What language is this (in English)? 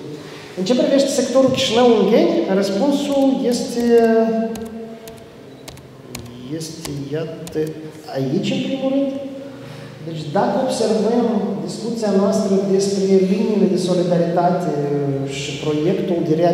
Romanian